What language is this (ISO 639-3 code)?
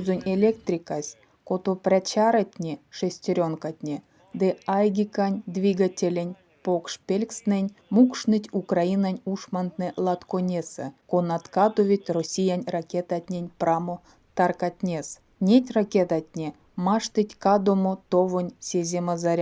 myv